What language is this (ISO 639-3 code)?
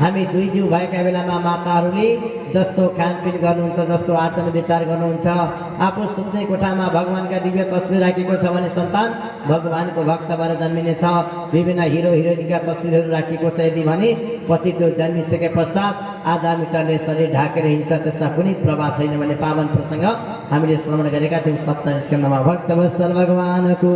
nep